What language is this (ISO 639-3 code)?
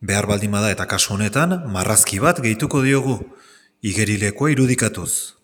eus